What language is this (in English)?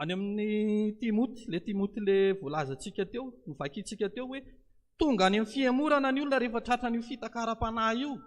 Malagasy